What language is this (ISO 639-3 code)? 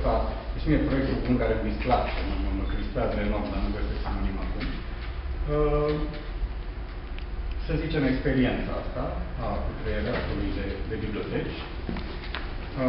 ron